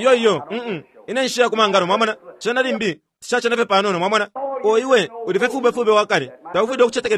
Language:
Bemba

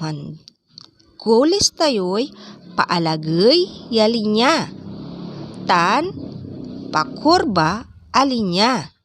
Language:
Pangasinan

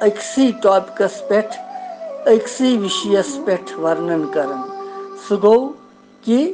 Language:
Kashmiri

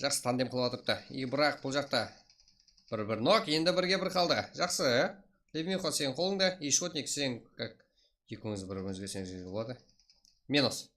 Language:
Kara-Kalpak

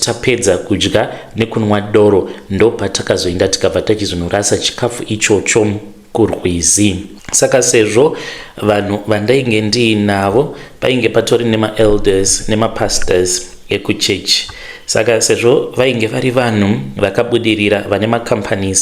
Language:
Shona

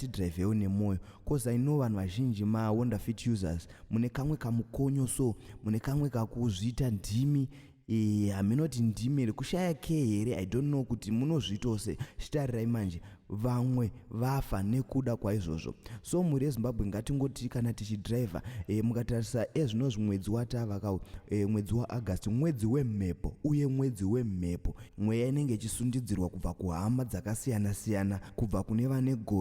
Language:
Shona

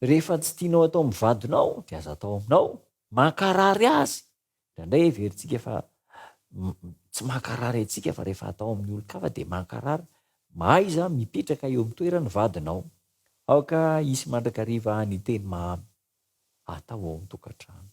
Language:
Malagasy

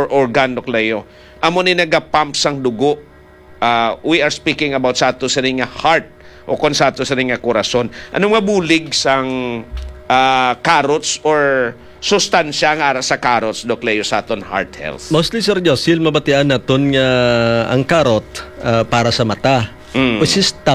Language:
Hiligaynon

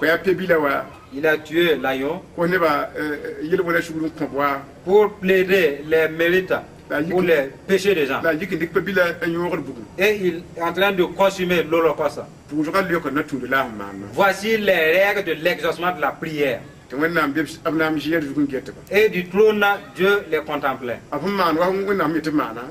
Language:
Mossi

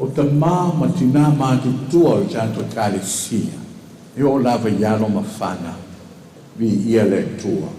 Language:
Samoan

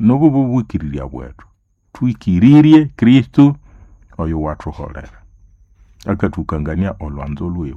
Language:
Nande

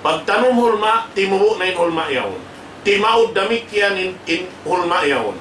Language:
Tausug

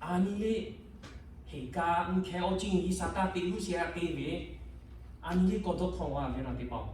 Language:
Lahu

